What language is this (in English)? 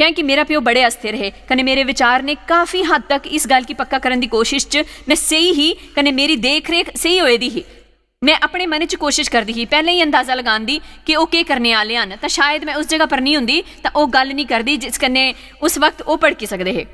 Dogri